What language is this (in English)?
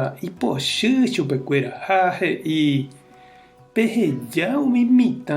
Guarani